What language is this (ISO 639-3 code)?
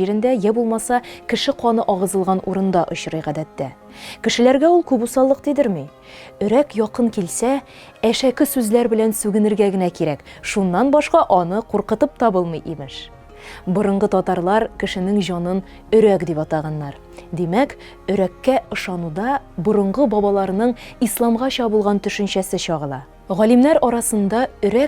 tat